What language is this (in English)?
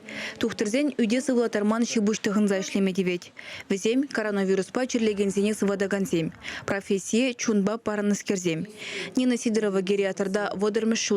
Chuvash